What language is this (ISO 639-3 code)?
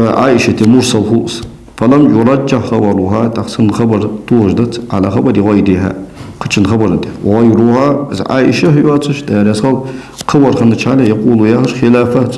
inh